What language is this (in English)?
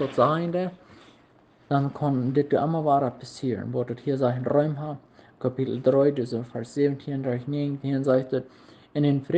Plautdietsch